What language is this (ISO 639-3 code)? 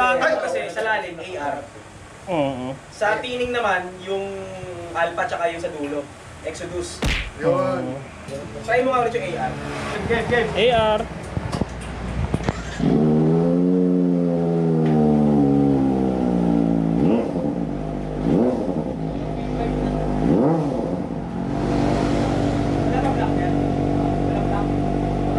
fil